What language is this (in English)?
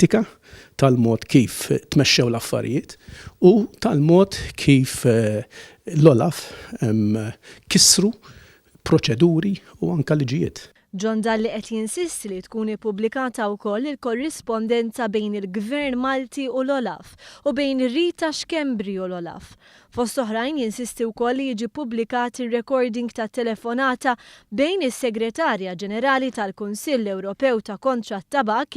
Maltese